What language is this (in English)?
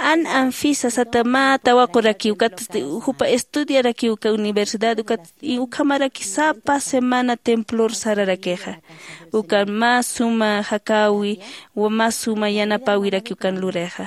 Aymara